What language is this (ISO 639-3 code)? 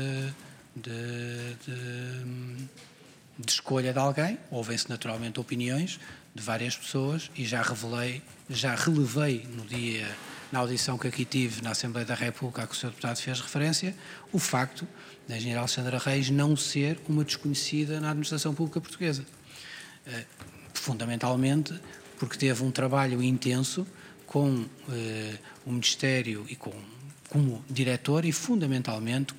por